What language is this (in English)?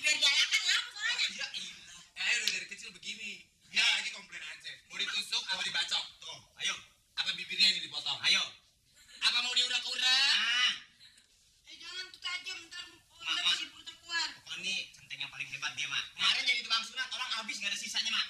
Betawi